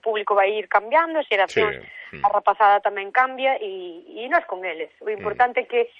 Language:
Galician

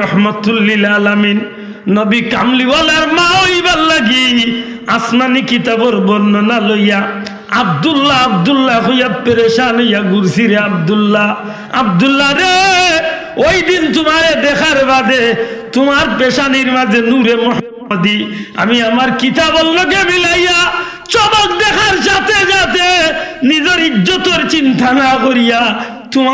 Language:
Sylheti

